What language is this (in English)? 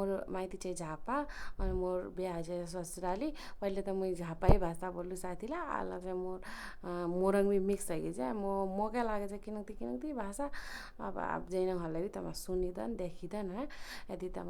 Nepali